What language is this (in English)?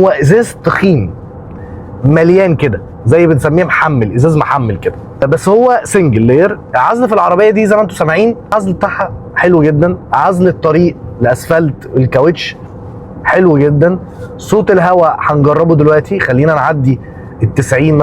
Egyptian Arabic